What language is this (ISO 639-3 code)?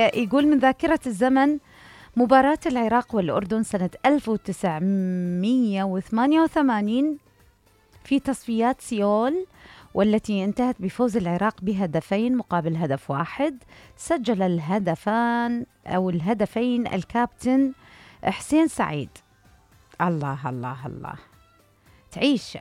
acm